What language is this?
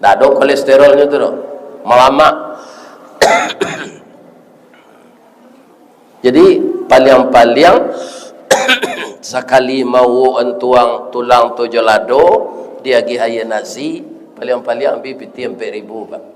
Minangkabau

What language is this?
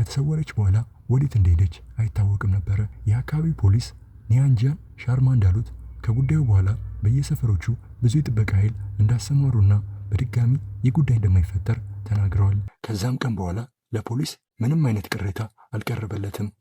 Amharic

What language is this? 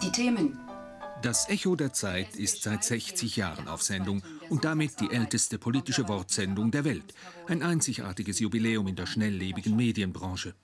Swiss German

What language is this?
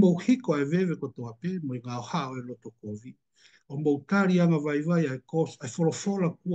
Tongan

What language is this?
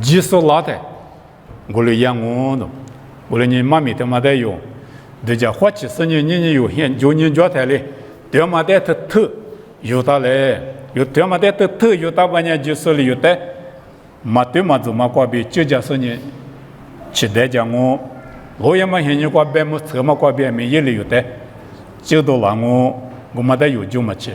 Lisu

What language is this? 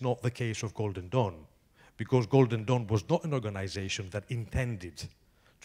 English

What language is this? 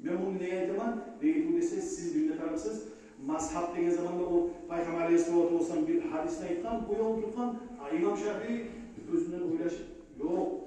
Kumyk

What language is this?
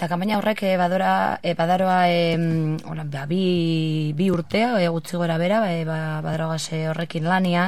Basque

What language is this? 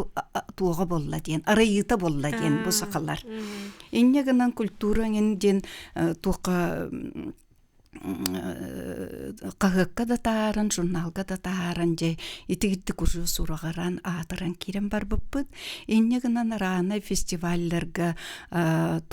Yakut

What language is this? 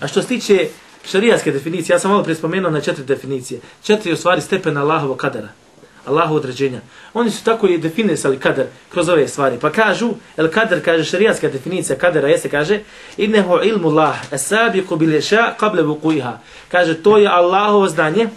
Bosnian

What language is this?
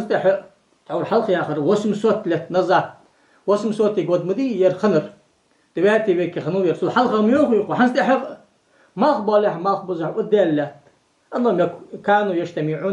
Ingush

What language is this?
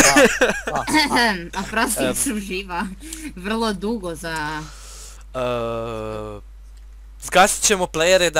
Croatian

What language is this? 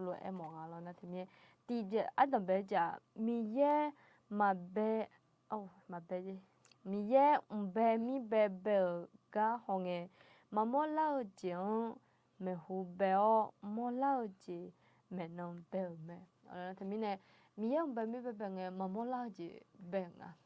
Akha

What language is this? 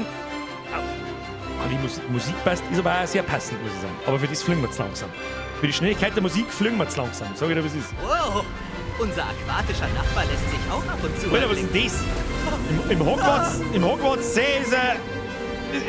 Bavarian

